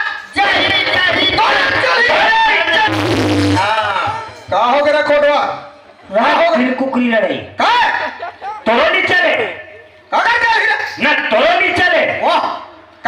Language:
Chhattisgarhi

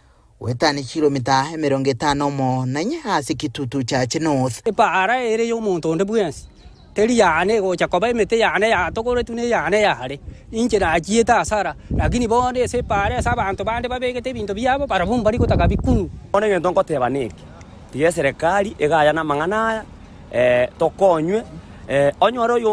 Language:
Gusii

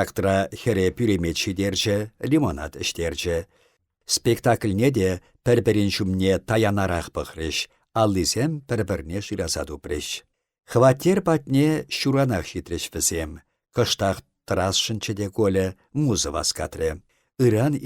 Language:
Chuvash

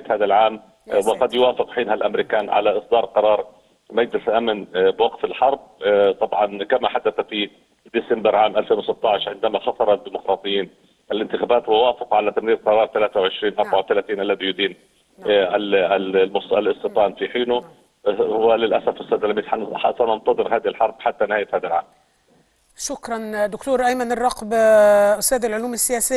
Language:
Egyptian Arabic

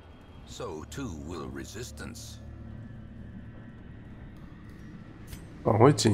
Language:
Chinese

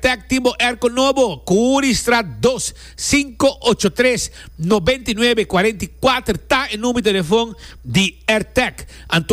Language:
Papiamento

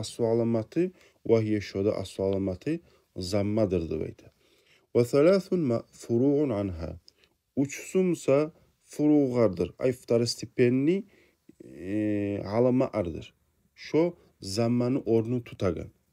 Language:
Kumyk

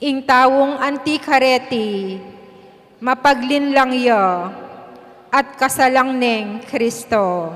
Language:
Pampanga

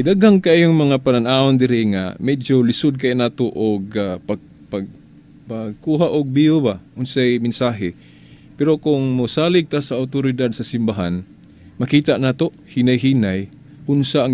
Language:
Cebuano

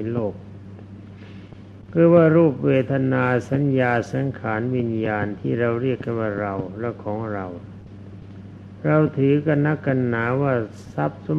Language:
Thai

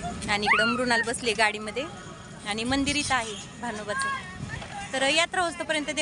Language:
Marathi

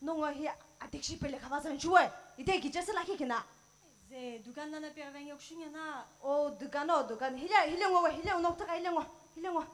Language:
Sumi Naga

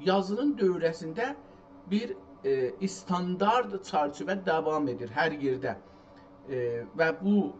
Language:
South Azerbaijani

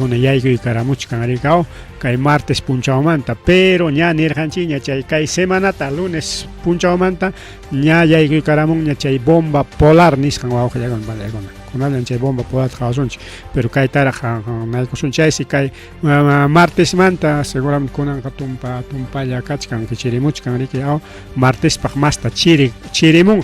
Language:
Ayacucho Quechua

